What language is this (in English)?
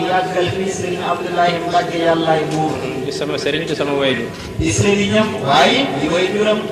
Wolof